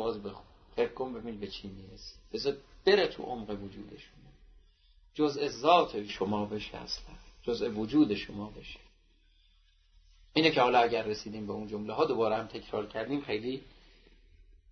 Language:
Persian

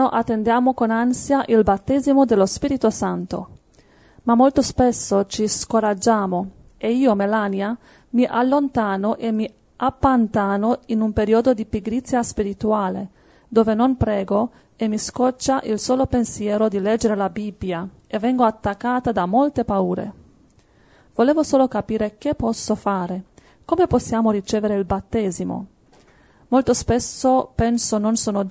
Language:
Italian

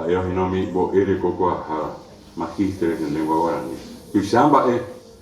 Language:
Guarani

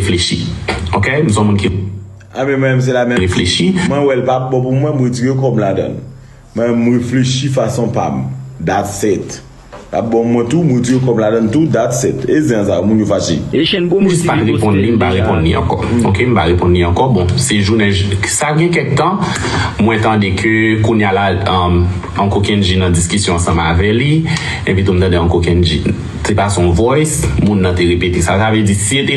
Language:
Haitian Creole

